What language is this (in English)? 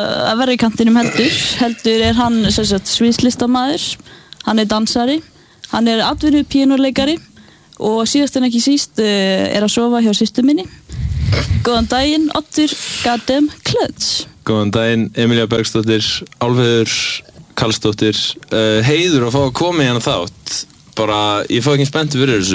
Icelandic